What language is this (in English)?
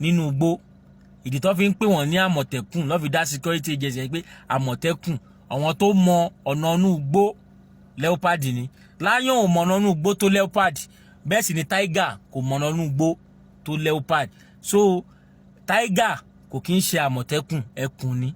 Yoruba